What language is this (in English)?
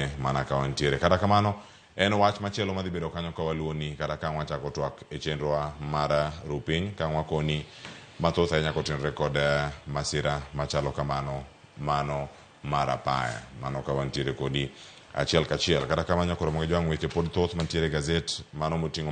Luo (Kenya and Tanzania)